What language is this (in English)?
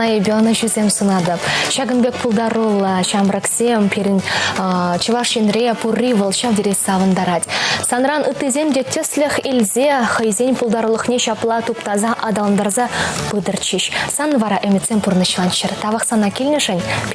Chuvash